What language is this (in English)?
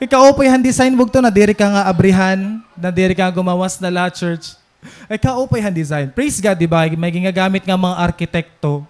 Waray